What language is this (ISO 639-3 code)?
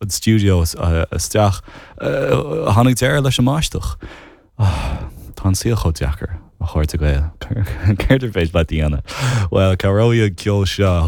gle